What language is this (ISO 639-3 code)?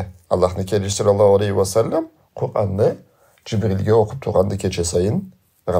krc